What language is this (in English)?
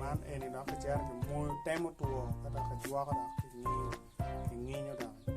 Acoli